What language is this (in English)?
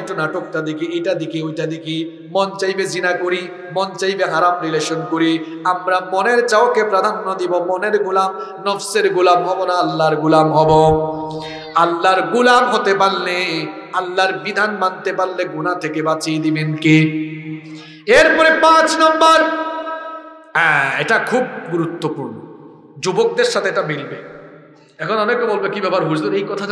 Bangla